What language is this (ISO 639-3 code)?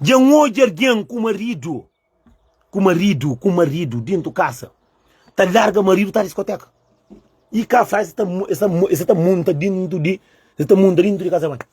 kea